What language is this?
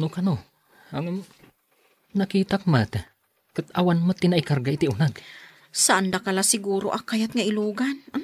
Iloko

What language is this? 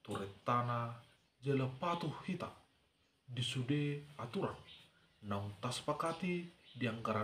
Batak Toba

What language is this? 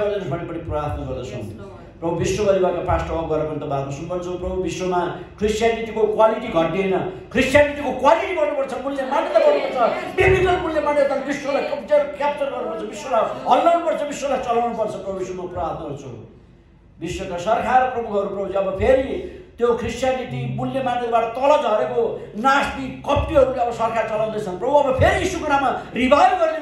Nepali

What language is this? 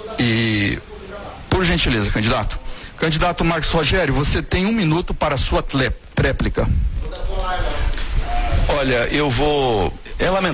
Portuguese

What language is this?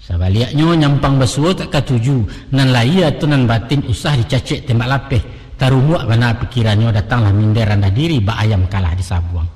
Minangkabau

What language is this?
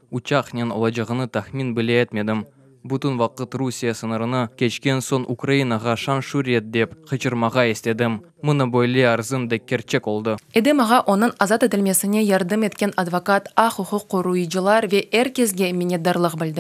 Crimean Tatar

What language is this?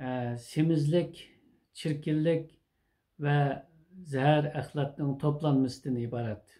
Uyghur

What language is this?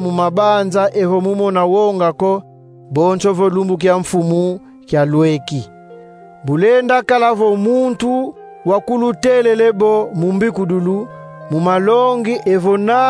Kongo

